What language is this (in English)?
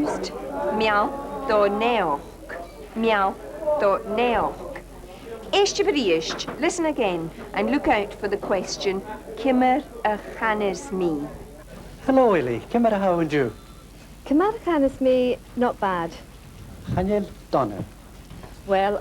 Scottish Gaelic